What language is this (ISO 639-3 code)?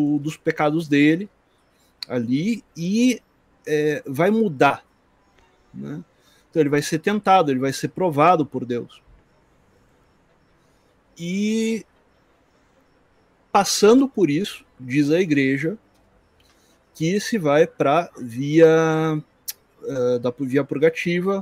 por